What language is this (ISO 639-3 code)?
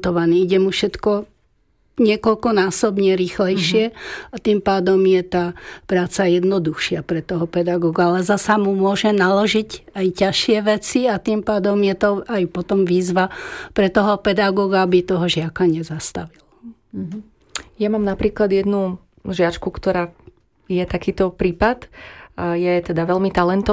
slk